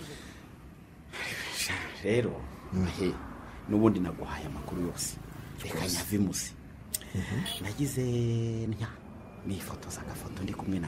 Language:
Kinyarwanda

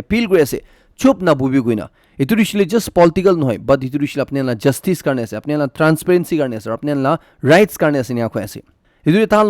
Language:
Naga Pidgin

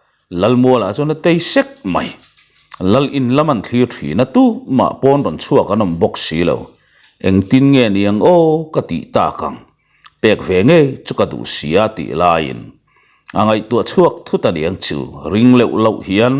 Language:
Mizo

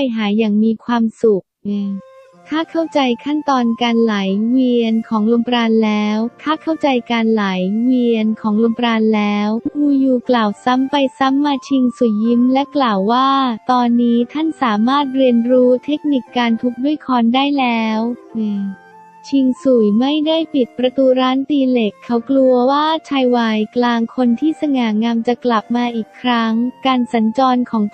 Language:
Thai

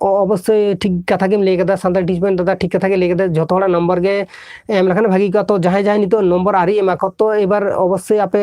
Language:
Santali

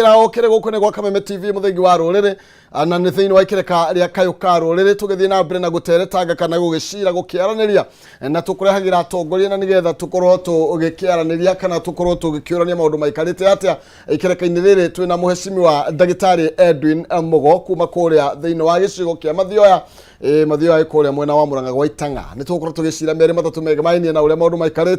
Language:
Kikuyu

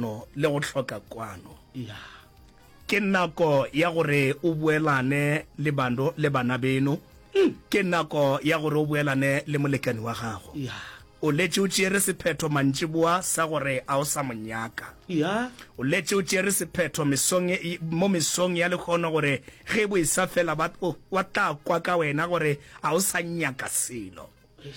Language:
Northern Sotho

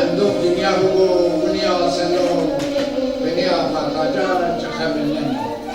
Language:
Zaza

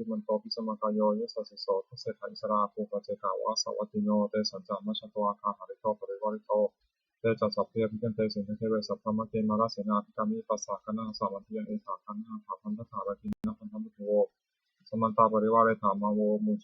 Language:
Pali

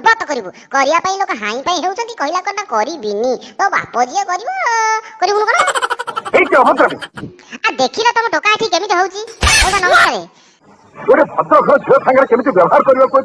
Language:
Odia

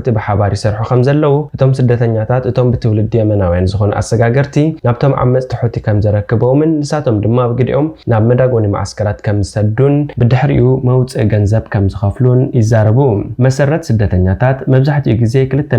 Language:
Tigrinya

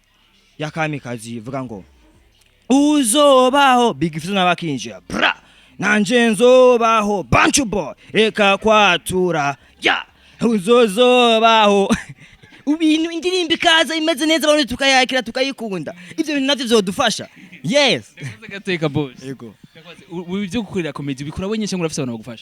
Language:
Rundi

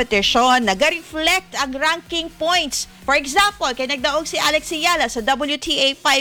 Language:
Hiligaynon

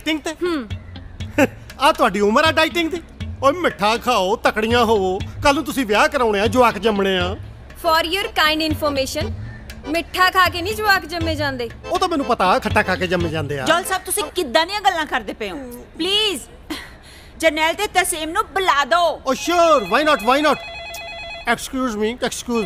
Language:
Punjabi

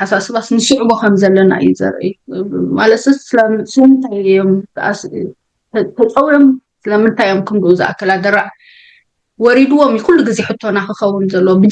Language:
Tigrinya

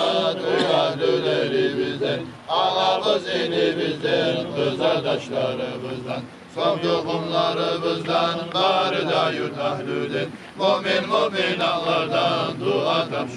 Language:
Kumyk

